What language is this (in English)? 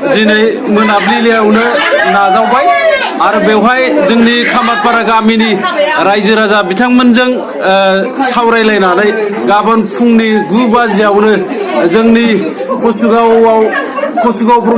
Bodo